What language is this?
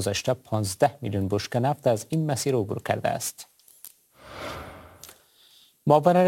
Persian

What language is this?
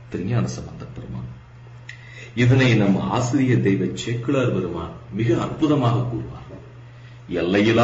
Tamil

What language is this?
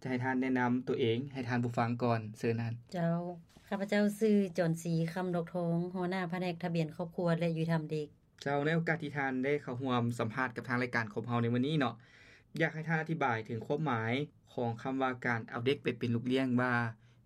Lao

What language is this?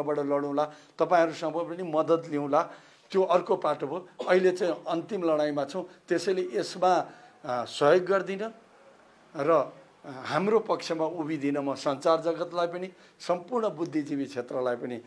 Nepali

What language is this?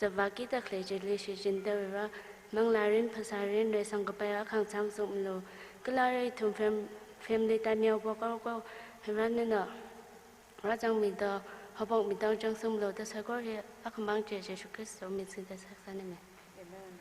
Tangkhul Naga (India)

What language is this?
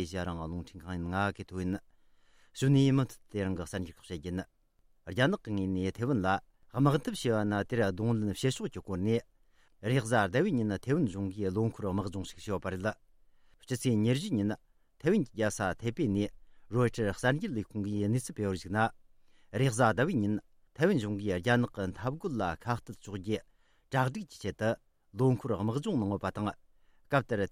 Tibetan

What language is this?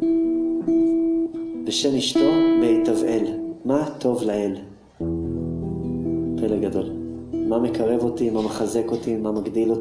Hebrew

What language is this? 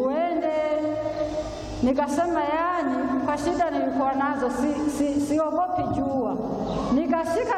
Swahili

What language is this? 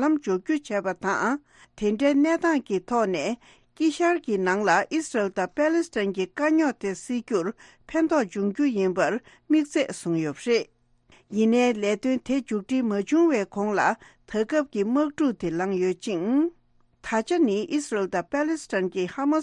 Tibetan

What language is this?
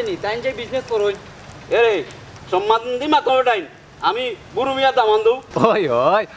Sylheti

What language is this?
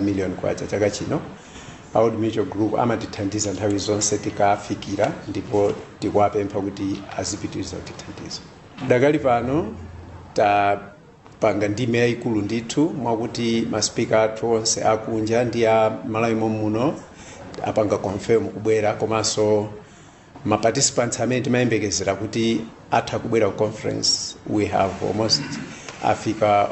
Nyanja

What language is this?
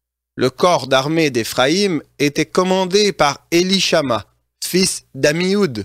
French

